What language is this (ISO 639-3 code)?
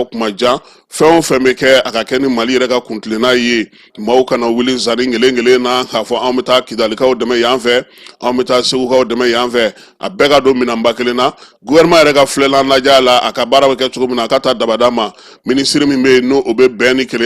bam